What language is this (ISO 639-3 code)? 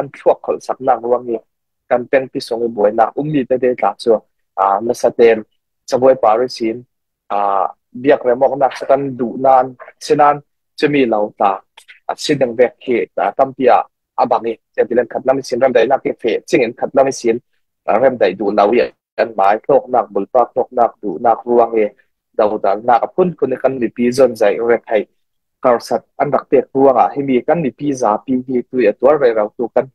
cfm